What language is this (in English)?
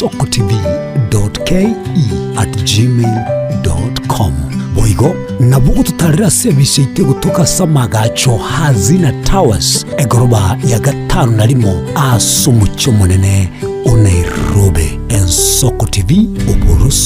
Gusii